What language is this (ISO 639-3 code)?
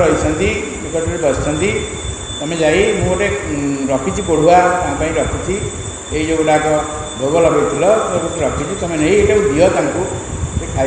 ori